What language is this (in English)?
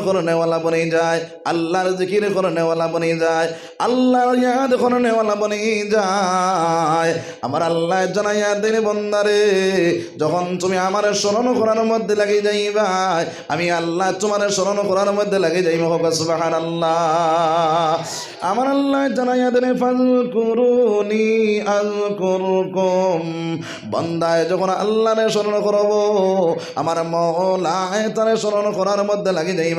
Sylheti